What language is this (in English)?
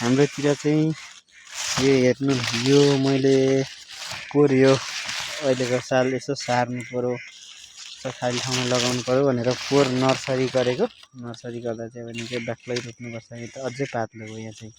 Nepali